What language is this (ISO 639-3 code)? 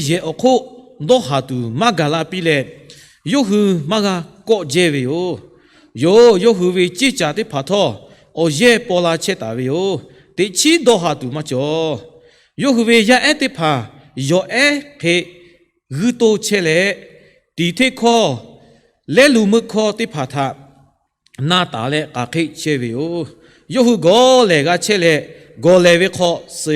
lhu